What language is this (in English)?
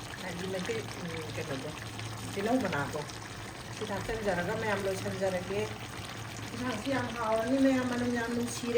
Manipuri